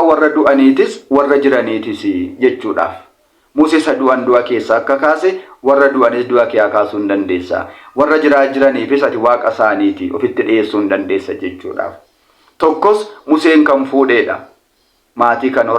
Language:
Oromo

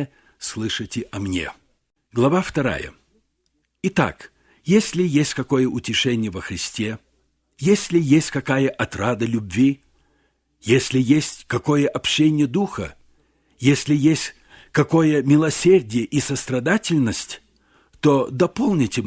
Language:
Russian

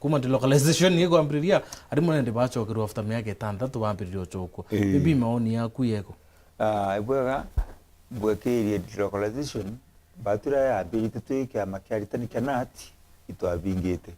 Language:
Meru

